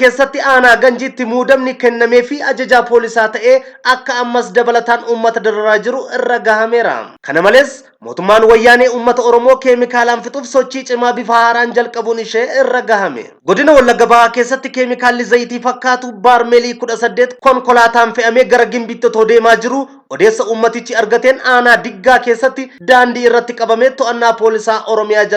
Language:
Oromo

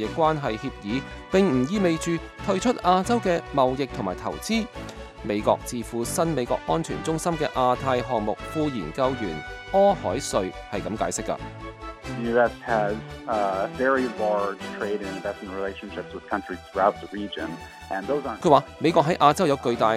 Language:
Cantonese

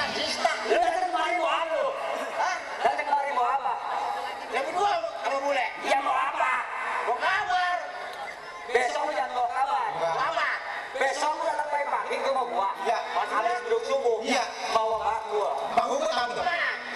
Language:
Betawi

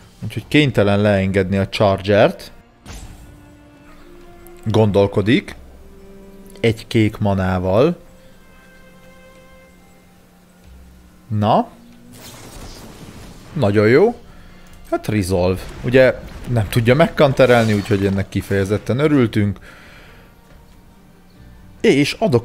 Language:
Hungarian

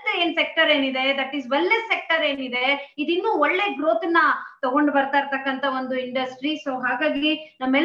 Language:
Kannada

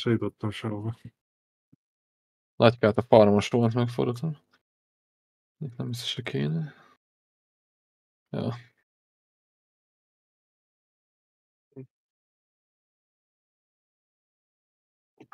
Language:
Hungarian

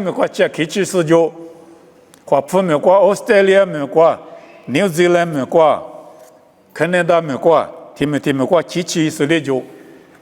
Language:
Lisu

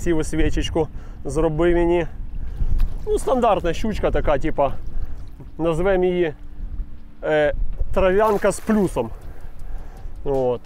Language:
Ukrainian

